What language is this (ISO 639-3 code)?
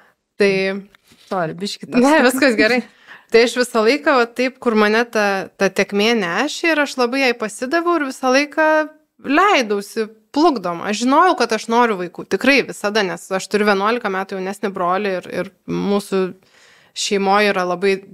lit